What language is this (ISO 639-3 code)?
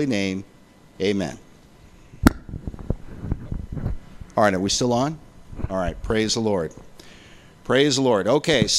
eng